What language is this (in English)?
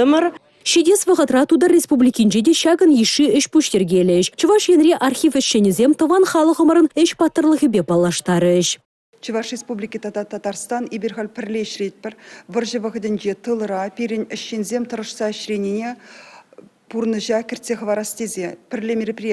Chuvash